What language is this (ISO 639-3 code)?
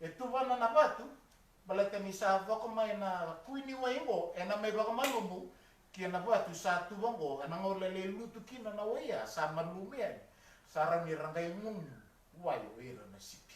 fij